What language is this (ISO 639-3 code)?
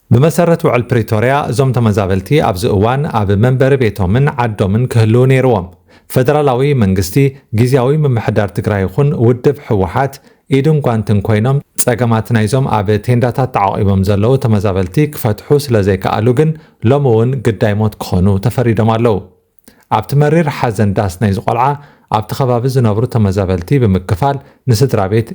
tir